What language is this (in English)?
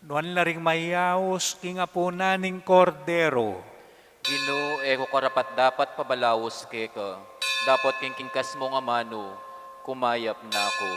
Pampanga